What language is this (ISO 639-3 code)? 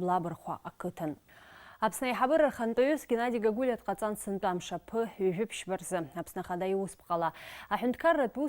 abk